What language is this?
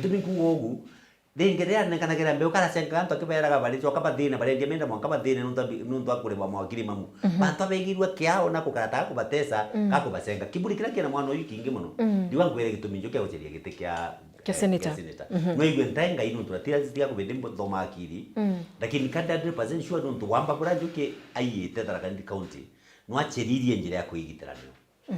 Meru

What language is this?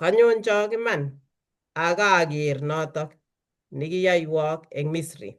Kalenjin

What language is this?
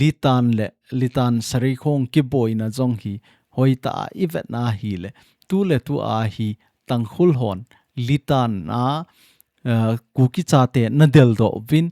Thado Chin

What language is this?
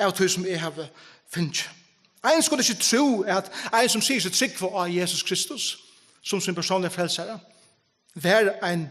Faroese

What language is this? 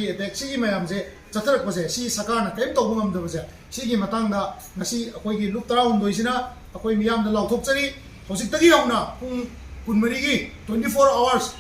Manipuri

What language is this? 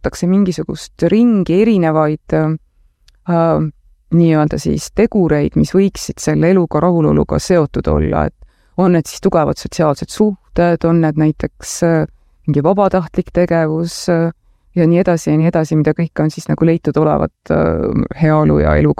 Estonian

